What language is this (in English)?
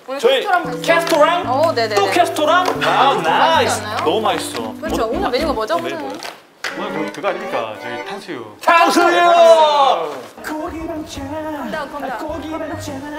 Korean